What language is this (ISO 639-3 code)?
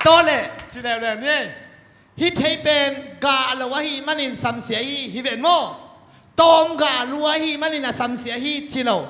ctd